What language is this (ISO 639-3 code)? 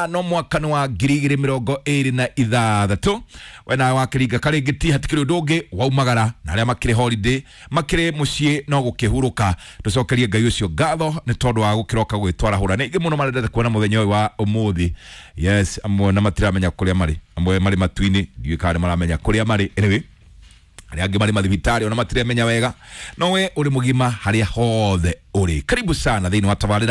kik